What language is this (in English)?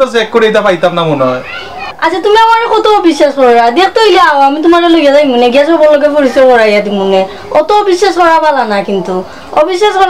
Sylheti